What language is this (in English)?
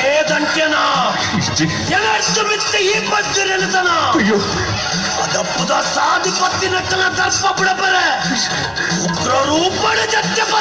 Tulu